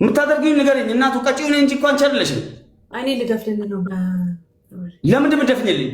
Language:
Amharic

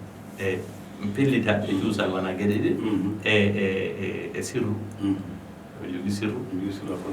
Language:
Fula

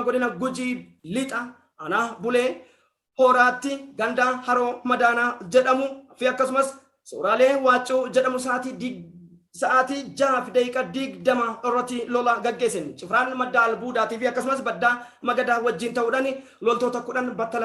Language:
Oromo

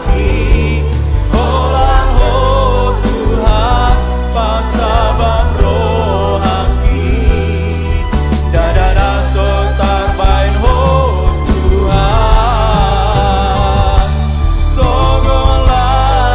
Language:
Batak Toba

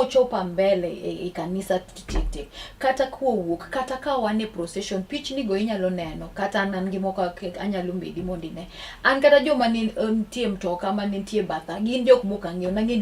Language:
Luo (Kenya and Tanzania)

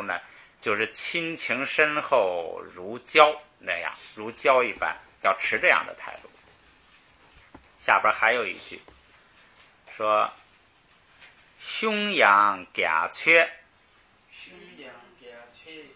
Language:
Chinese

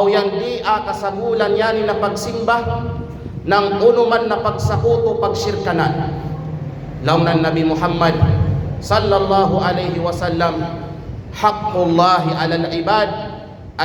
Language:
Kalagan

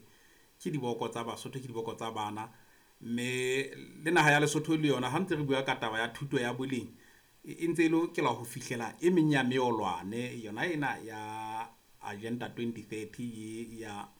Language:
Southern Sotho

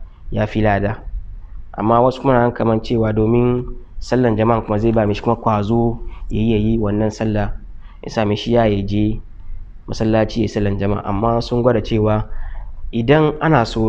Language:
Hausa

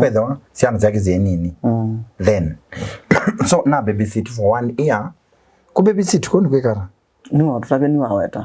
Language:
Kamba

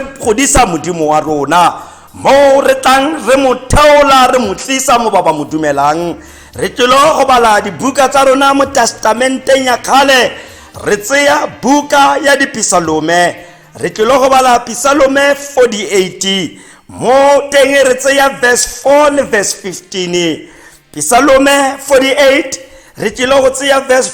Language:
Tswana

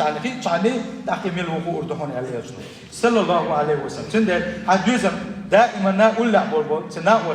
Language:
Chechen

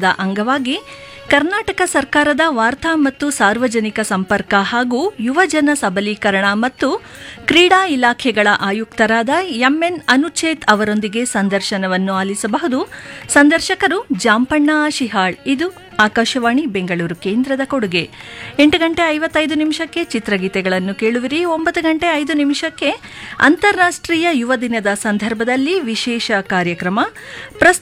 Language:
Kannada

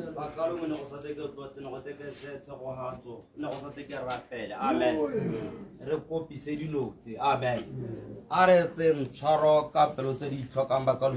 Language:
Tswana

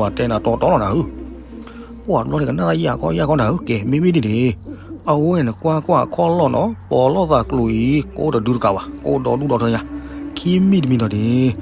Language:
S'gaw Karen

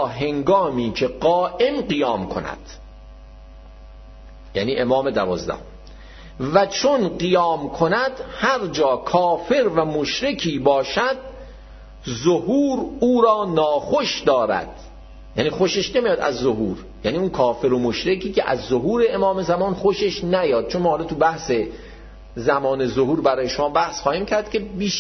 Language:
Persian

